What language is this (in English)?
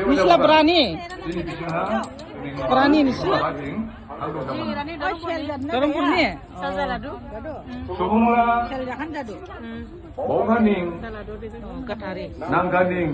Dimasa